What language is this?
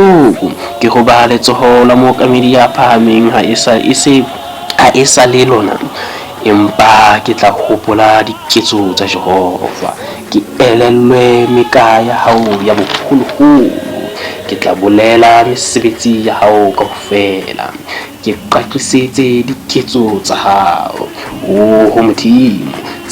Southern Sotho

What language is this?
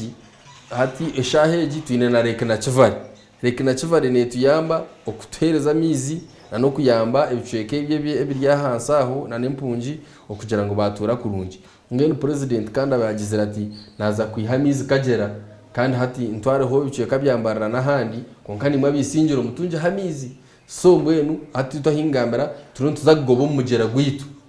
Nyankole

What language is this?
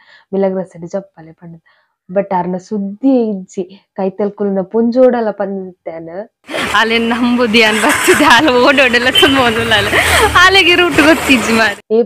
Tulu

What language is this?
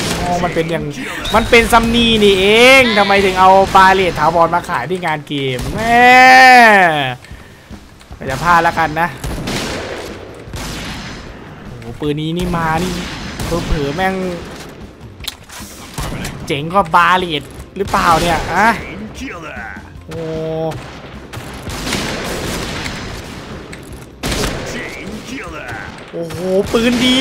Thai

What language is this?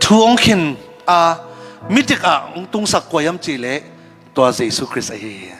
Tedim Chin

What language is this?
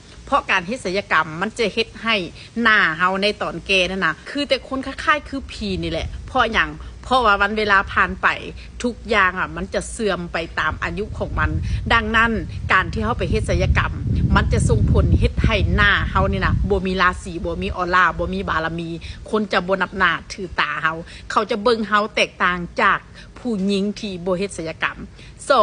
Northeastern Thai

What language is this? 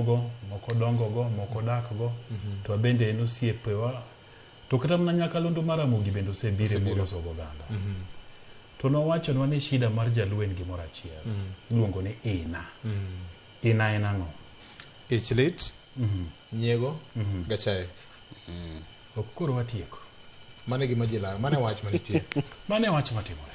Luo (Kenya and Tanzania)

